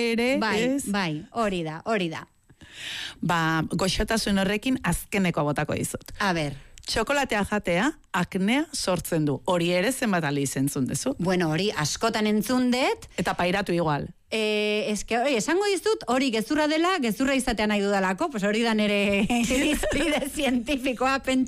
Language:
Basque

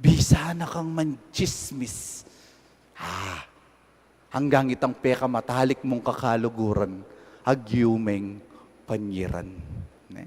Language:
Pampanga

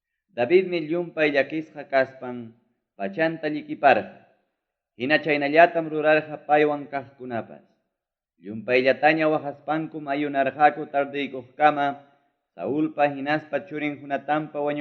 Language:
Ayacucho Quechua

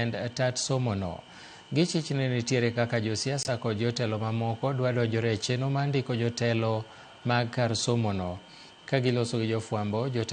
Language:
Luo (Kenya and Tanzania)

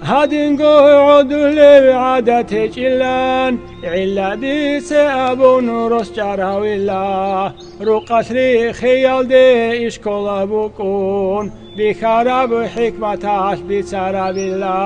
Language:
Avaric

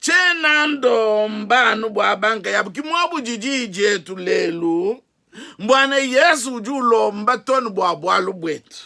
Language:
Luba-Lulua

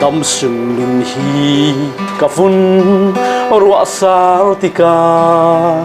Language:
Falam Chin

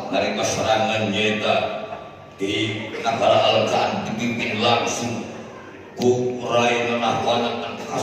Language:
Sundanese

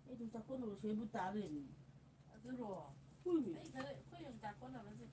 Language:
Manipuri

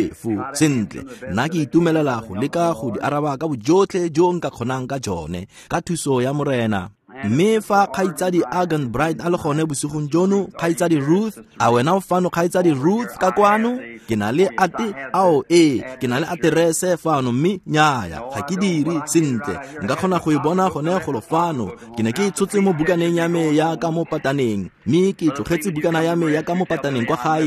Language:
Tswana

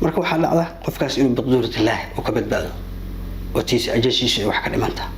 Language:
Somali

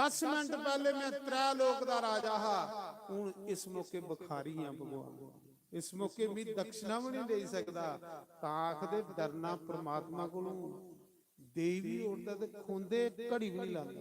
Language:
Dogri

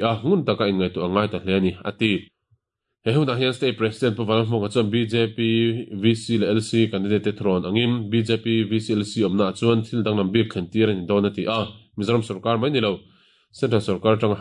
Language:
Mizo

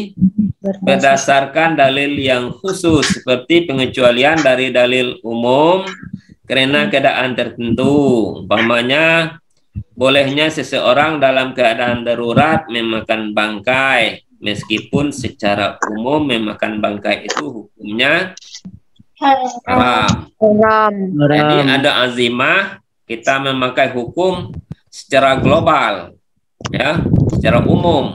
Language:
Indonesian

